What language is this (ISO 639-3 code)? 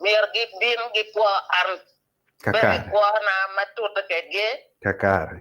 ach